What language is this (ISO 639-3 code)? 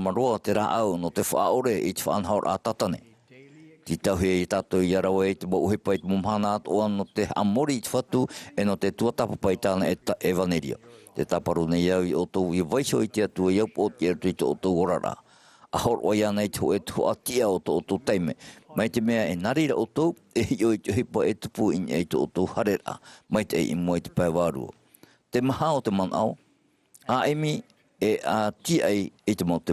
tah